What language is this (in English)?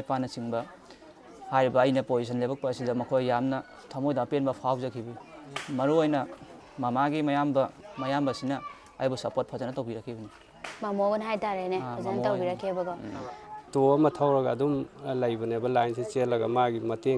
Manipuri